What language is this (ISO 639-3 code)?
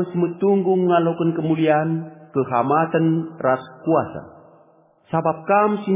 btx